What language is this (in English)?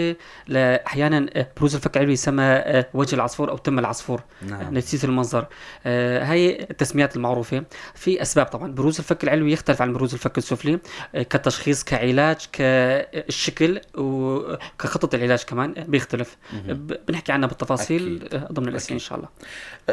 North Levantine Arabic